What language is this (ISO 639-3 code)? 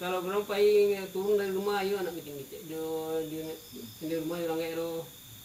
min